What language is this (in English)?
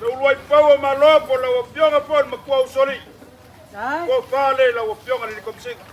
Samoan